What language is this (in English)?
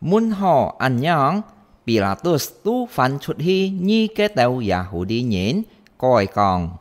Hakka Chinese